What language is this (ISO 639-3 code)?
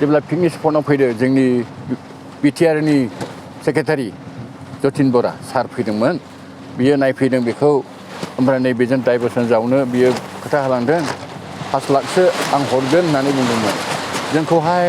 brx